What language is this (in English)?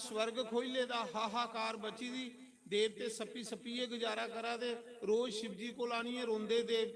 Dogri